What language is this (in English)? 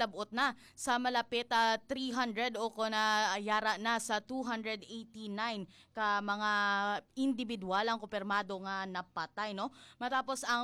Hiligaynon